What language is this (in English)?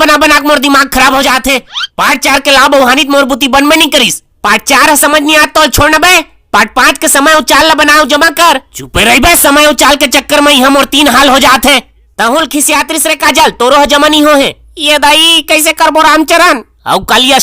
Chhattisgarhi